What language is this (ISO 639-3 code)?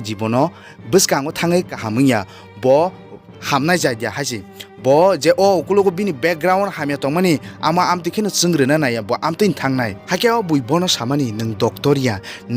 trp